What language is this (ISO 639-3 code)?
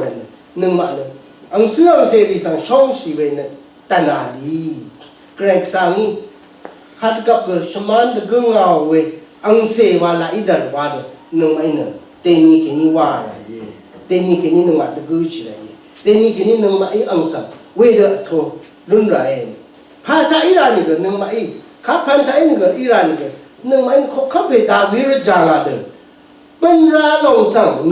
raw